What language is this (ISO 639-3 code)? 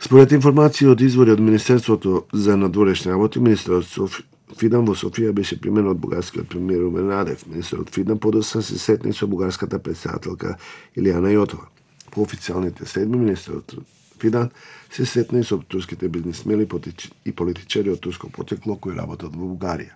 mkd